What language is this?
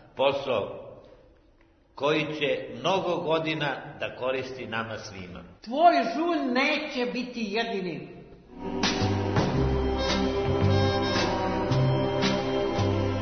Serbian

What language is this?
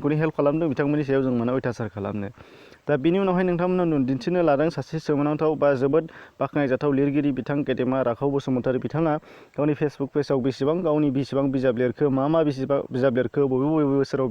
Bodo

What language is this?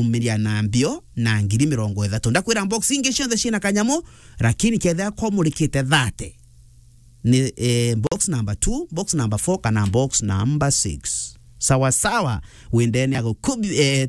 Meru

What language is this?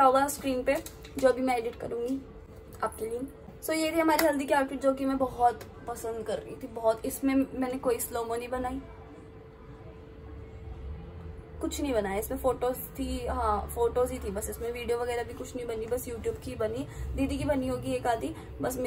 Hindi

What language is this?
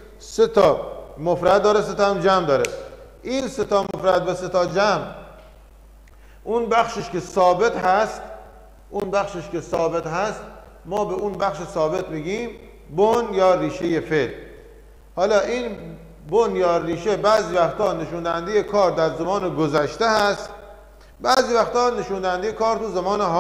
Persian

